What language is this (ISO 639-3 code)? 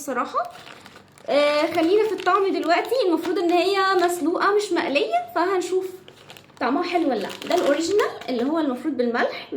arz